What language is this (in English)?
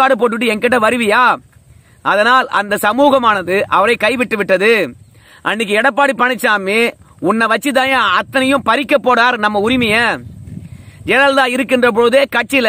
Tamil